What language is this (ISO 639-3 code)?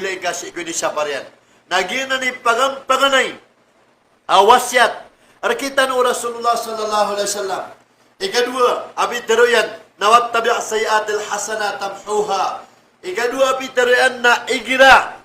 mrw